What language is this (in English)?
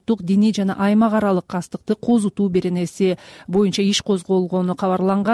Kyrgyz